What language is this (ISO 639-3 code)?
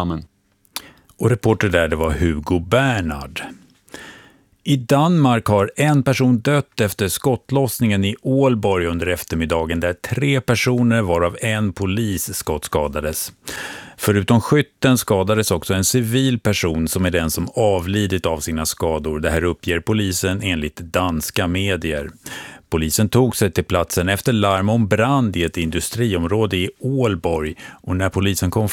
swe